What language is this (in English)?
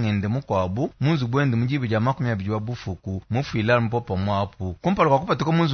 Luba-Lulua